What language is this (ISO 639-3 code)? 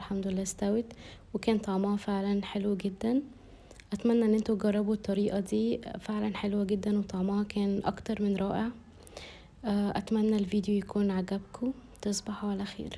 arz